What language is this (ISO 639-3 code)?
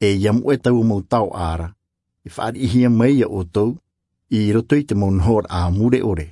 tah